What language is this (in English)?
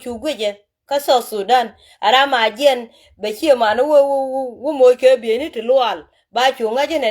Nuer